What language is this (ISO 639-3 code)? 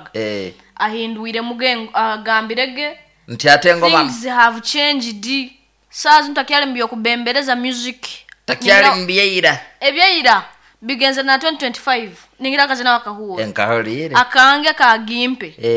nyn